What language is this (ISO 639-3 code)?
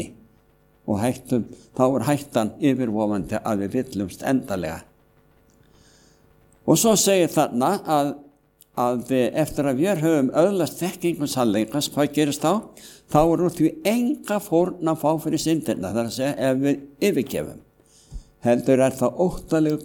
isl